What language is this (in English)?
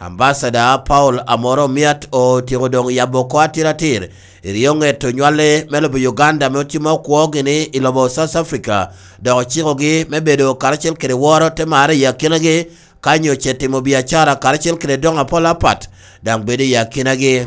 Lango (Uganda)